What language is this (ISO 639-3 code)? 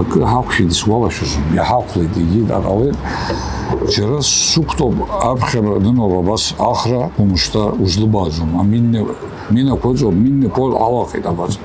abk